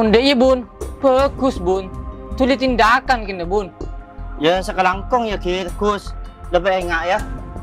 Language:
Madurese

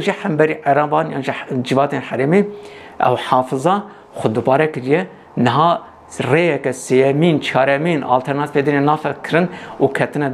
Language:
Kurdish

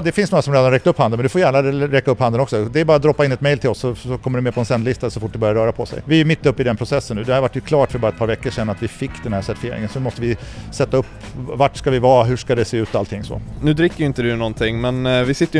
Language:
Swedish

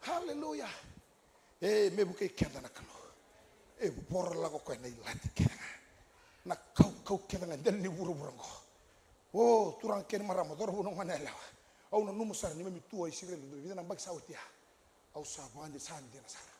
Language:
Fijian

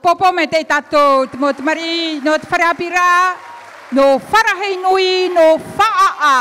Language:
Tahitian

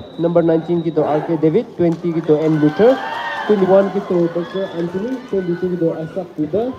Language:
Maram Naga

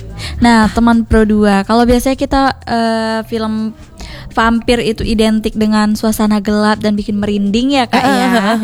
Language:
Indonesian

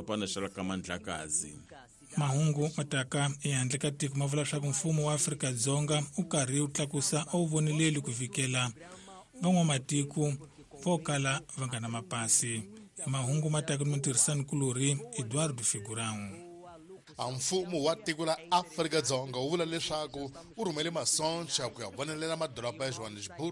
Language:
Tsonga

